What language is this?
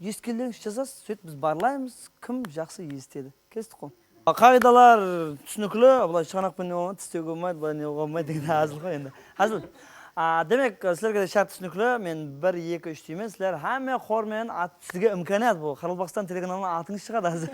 Kara-Kalpak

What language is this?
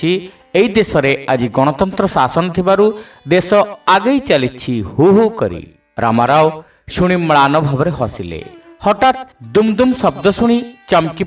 Odia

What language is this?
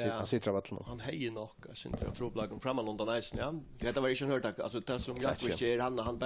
Faroese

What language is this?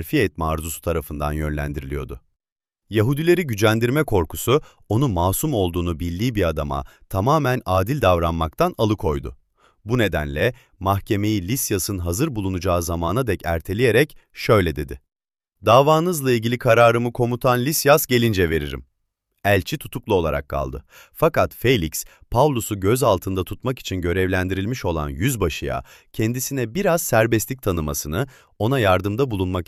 Turkish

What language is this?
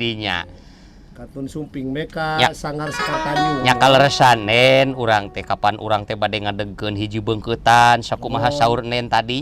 Sundanese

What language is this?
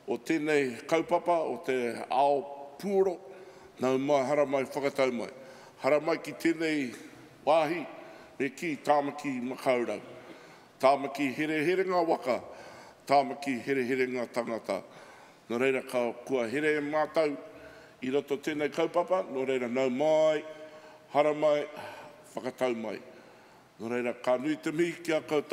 Māori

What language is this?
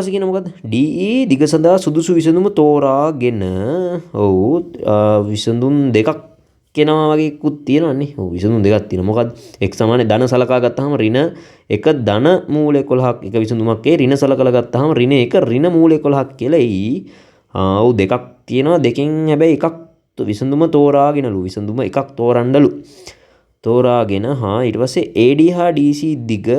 Sinhala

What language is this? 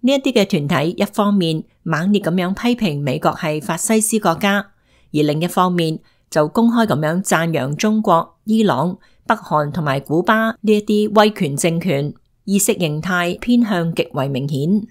Cantonese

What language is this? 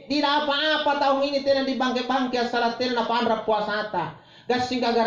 Makasar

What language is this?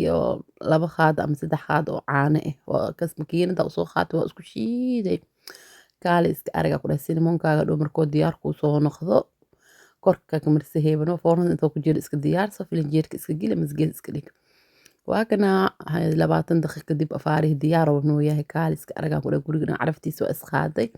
Somali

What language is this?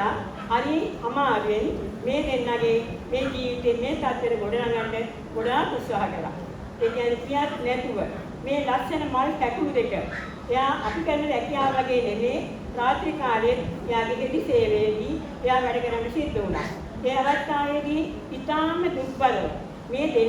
Sinhala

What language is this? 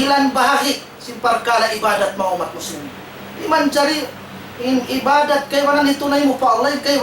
Tausug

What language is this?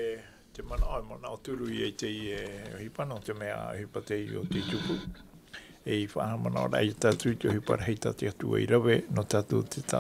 Tahitian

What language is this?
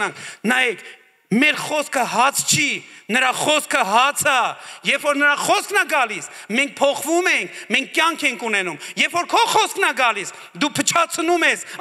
Armenian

